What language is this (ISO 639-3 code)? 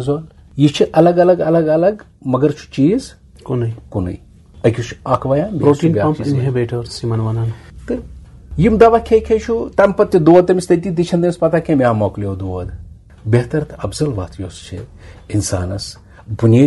kas